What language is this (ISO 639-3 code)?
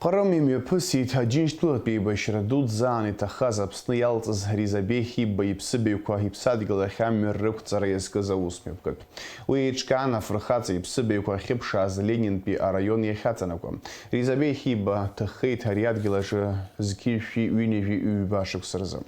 abk